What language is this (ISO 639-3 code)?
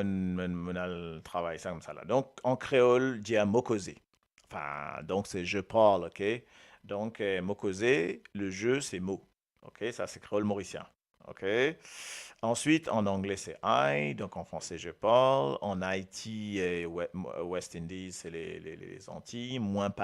mfe